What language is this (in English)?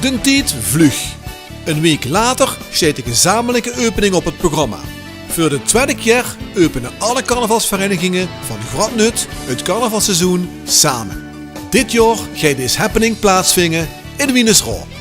Limburgish